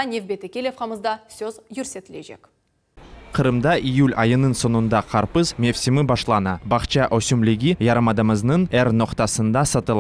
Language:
Crimean Tatar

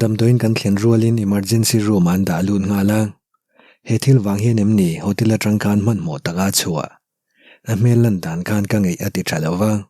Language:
Mizo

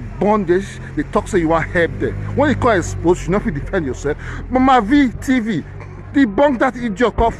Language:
Nigerian Pidgin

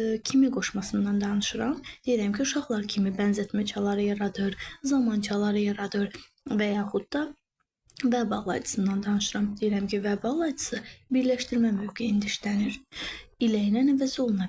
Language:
Azerbaijani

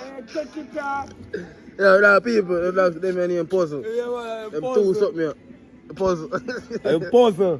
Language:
Jamaican Creole English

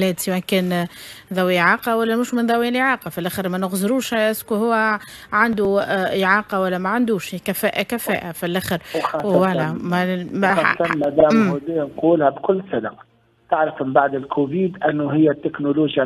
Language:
Tunisian Arabic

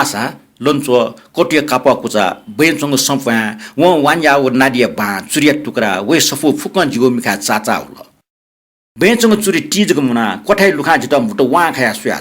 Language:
Newari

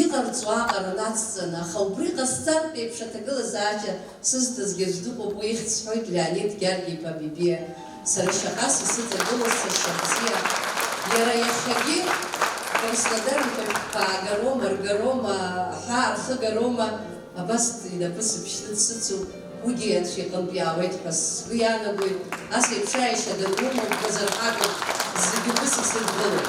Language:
Abkhazian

